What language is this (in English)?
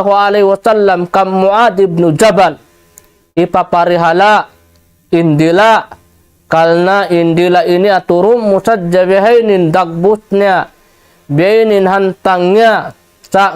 Tausug